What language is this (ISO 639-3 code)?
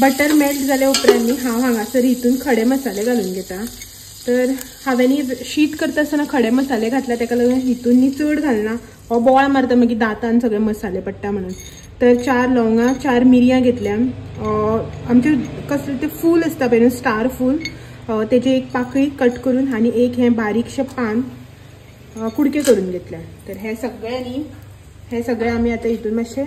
kok